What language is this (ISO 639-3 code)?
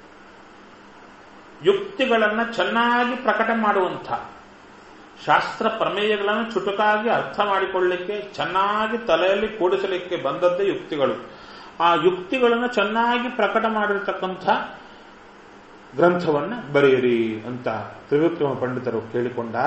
kan